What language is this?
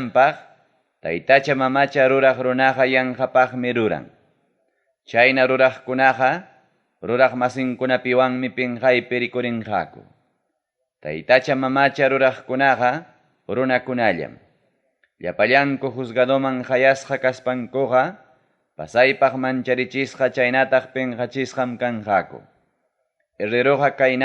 Ayacucho Quechua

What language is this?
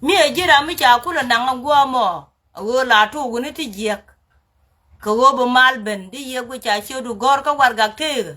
Nuer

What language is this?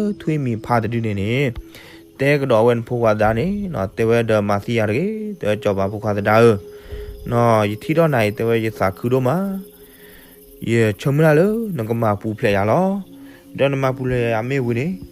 S'gaw Karen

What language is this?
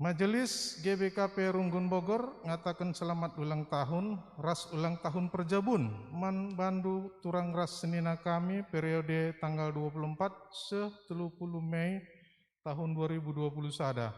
Batak Karo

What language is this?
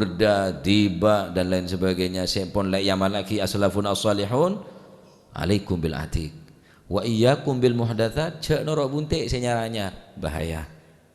Madurese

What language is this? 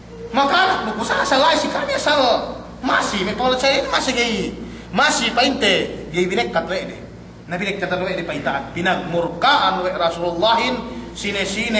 Yakan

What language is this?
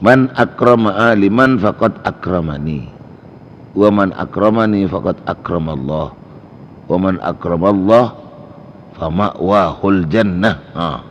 Madurese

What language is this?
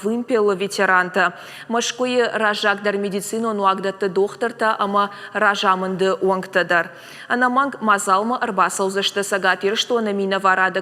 Ossetic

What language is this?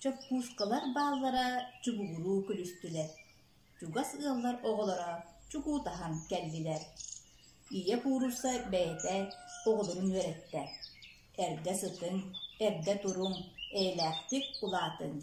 Yakut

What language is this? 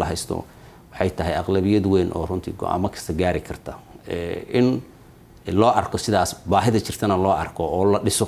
Somali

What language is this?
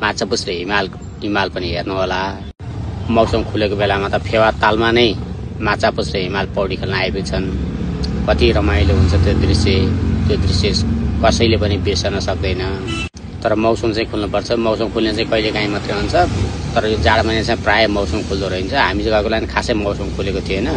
Nepali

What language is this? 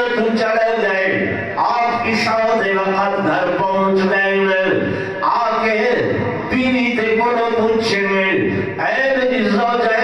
Saraiki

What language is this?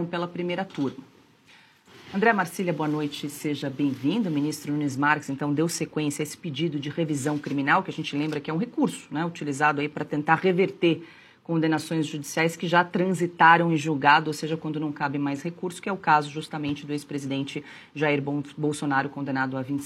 Portuguese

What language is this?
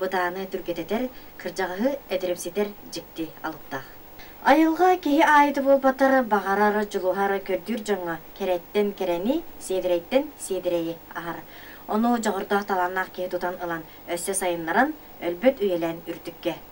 Yakut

